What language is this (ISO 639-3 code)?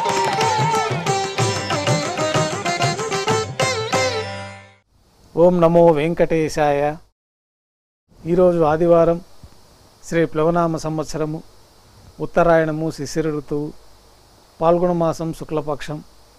tel